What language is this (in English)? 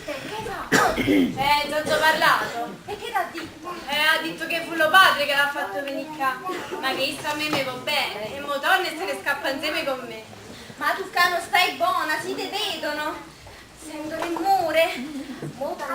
Neapolitan